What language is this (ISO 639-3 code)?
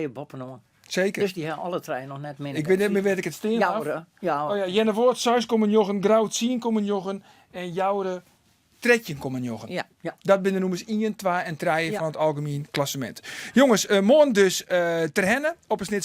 fry